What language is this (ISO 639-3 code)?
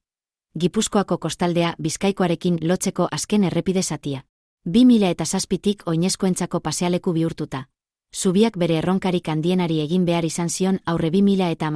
eus